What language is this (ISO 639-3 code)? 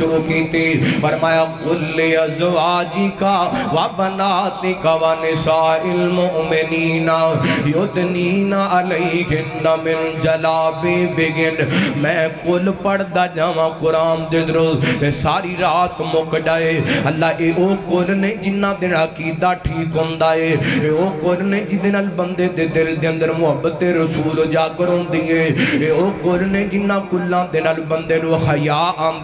lah